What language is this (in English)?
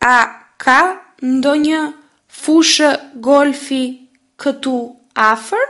Albanian